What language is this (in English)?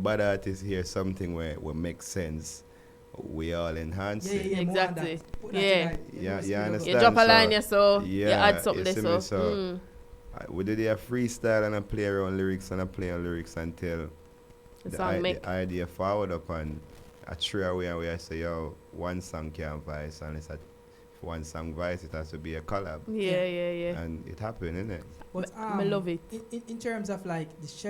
Jamaican Creole English